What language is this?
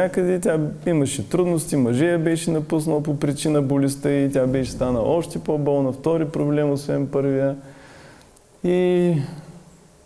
Bulgarian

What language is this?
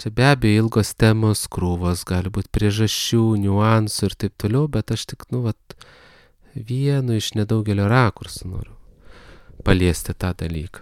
Lithuanian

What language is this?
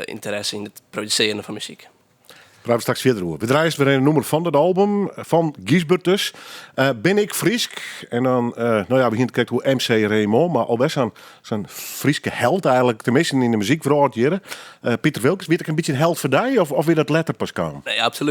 Western Frisian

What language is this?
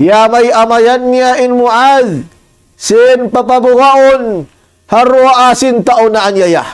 Tausug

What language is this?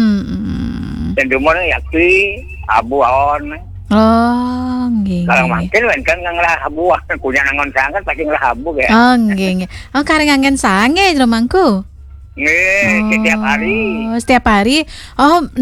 Balinese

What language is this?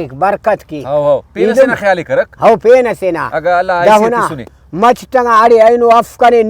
Brahui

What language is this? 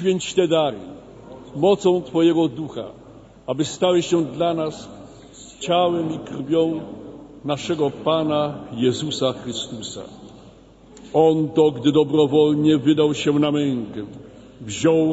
Polish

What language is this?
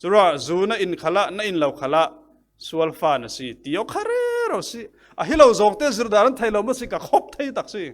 Falam Chin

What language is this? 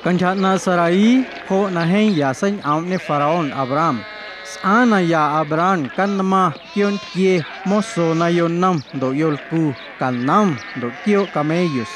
Guerrero Amuzgo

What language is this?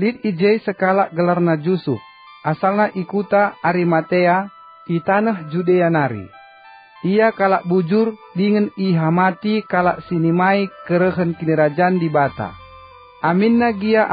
Batak Karo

